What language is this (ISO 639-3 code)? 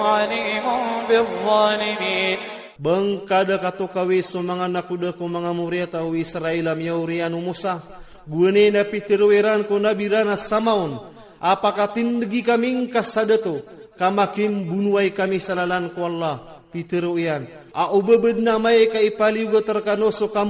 ilp